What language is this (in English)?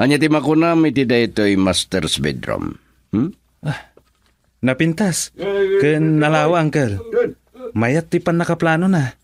Iloko